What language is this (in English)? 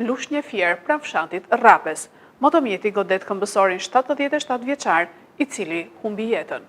Albanian